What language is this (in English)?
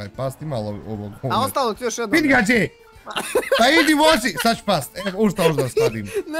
Bosnian